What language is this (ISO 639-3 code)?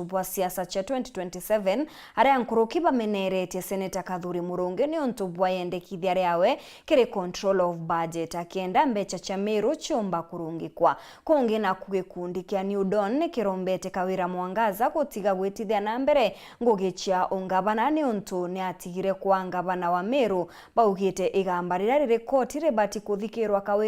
mer